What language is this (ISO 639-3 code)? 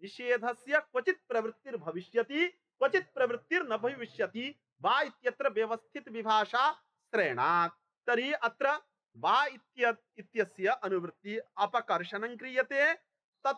san